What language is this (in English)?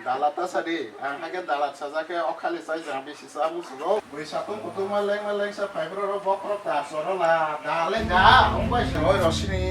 Kok Borok